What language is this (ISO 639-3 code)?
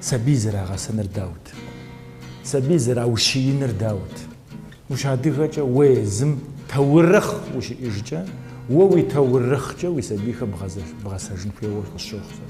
kbd